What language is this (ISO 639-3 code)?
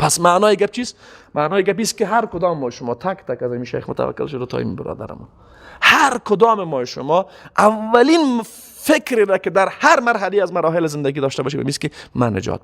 fas